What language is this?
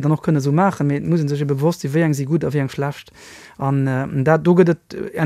Luxembourgish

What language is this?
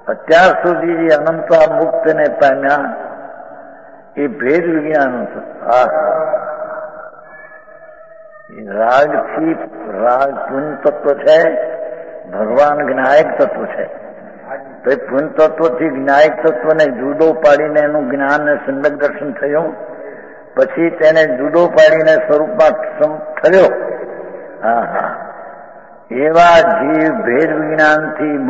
Gujarati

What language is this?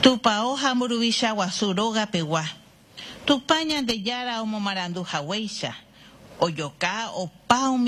Guarani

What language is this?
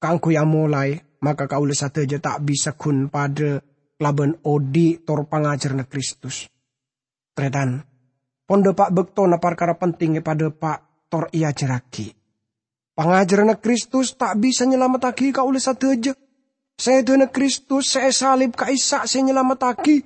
Madurese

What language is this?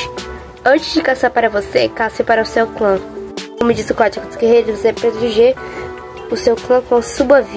Portuguese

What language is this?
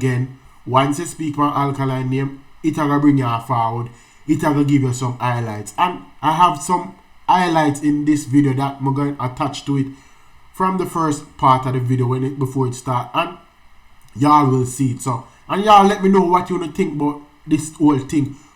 Jamaican Creole English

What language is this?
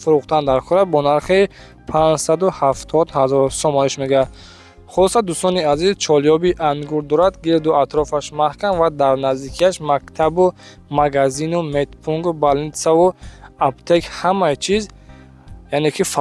Tajik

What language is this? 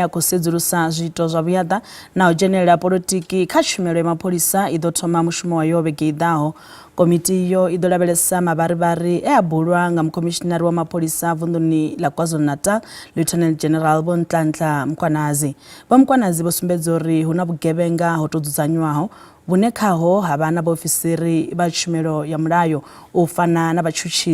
Venda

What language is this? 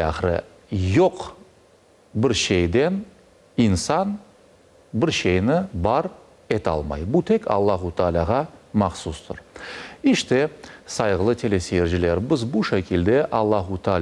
Crimean Tatar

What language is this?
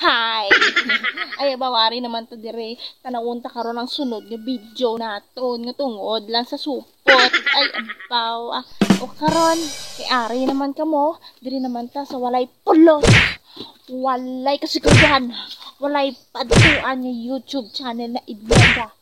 Hiligaynon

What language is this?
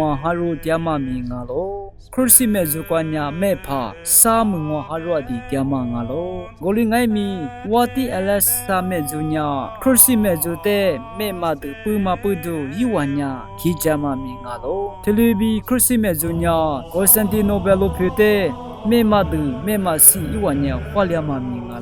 Lisu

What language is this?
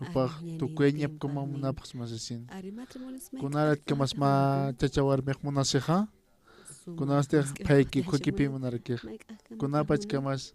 Aymara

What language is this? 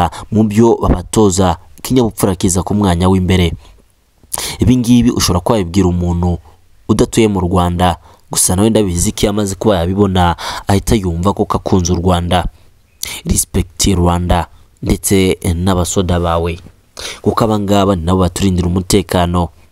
Kinyarwanda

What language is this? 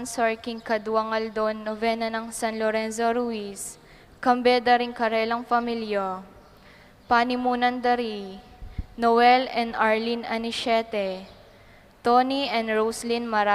Pampanga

